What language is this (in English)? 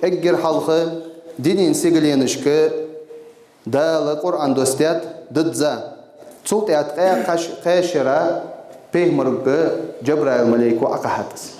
Ingush